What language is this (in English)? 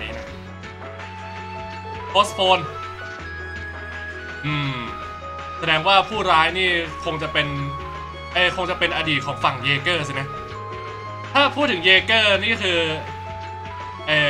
Thai